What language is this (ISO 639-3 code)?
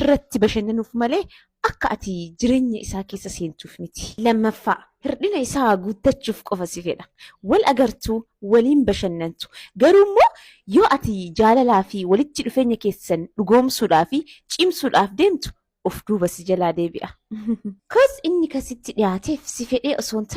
orm